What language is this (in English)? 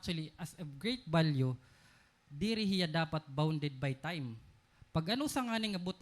Waray